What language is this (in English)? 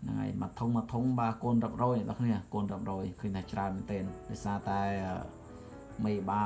Khmer